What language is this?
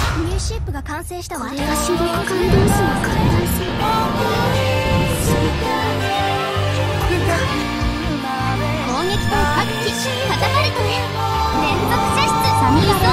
Japanese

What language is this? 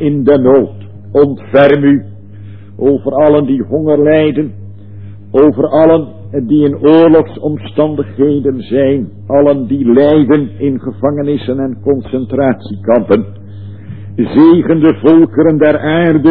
Dutch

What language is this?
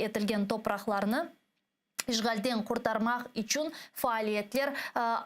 Crimean Tatar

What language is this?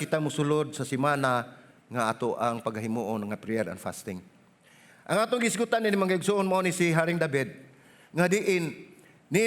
Cebuano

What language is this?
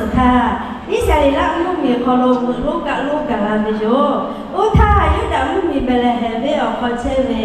Lahu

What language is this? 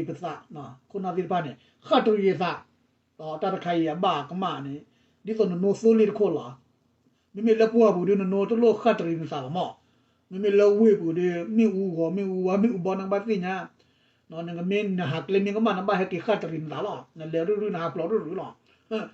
S'gaw Karen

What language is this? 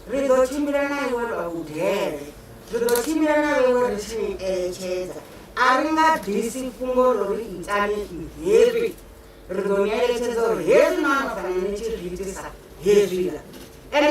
Venda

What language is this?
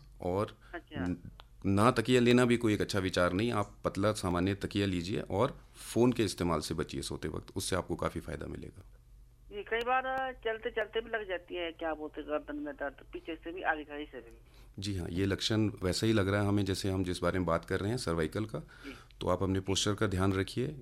Hindi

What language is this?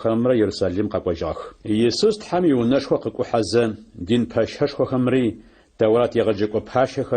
Adyghe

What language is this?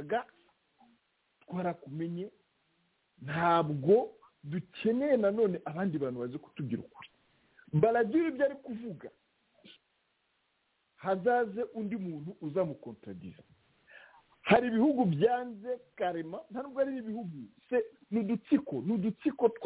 Kinyarwanda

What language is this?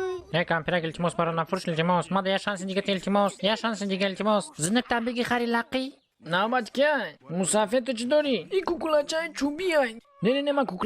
Tajik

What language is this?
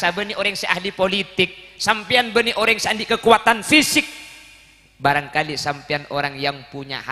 Madurese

